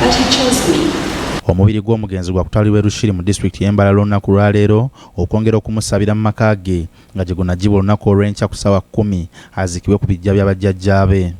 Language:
Ganda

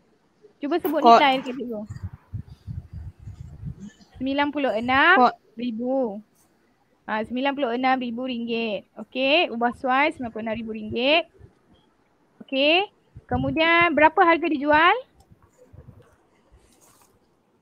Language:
Malay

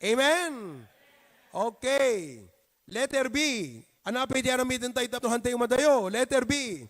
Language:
Iloko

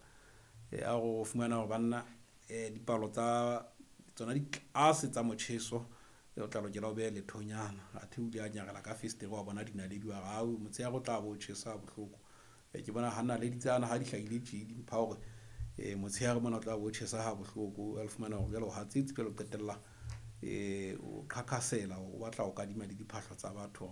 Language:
Southern Sotho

